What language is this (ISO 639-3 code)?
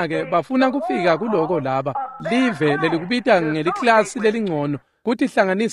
ssw